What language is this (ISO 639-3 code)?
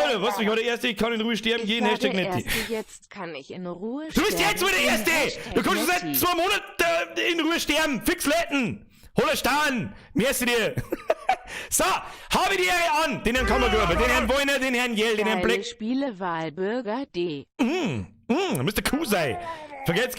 bar